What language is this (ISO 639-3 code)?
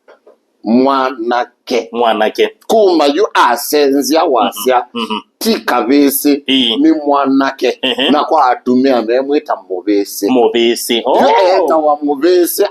kam